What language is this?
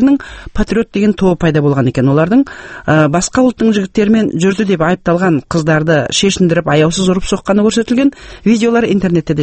Kazakh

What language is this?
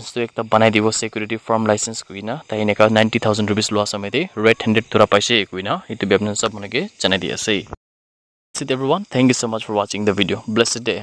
Naga Pidgin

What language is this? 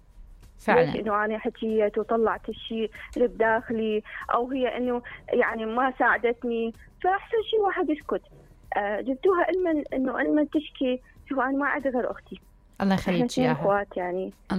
Mesopotamian Arabic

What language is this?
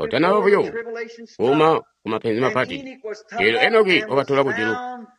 Tonga (Zambia)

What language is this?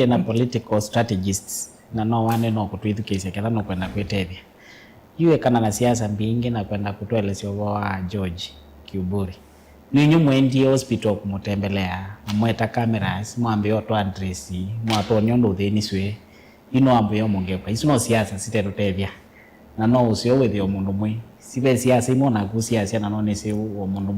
Kamba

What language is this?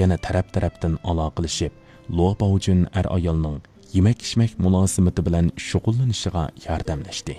Uyghur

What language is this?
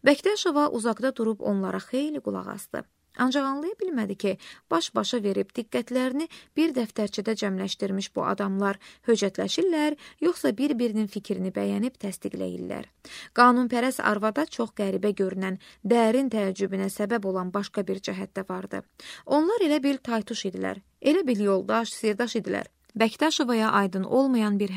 Azerbaijani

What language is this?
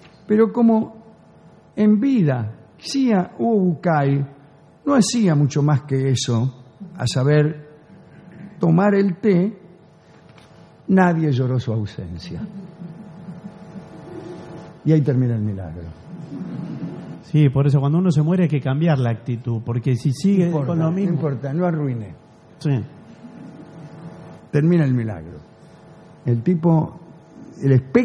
Spanish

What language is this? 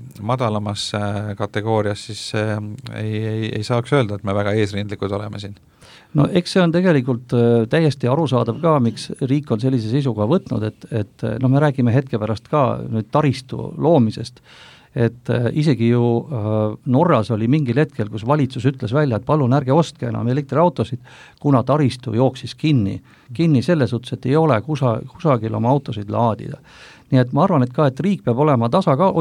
Estonian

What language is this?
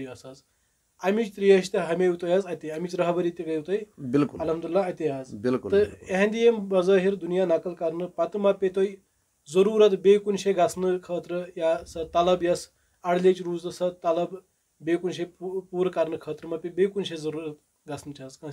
Kashmiri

